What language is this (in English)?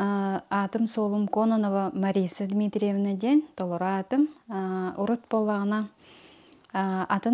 Yakut